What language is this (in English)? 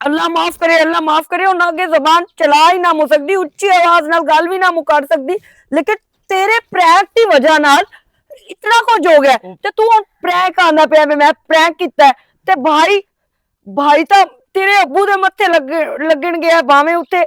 Western Panjabi